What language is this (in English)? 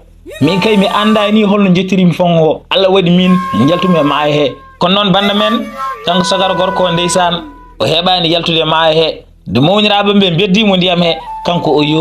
Fula